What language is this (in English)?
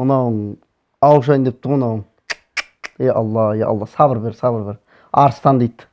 Kazakh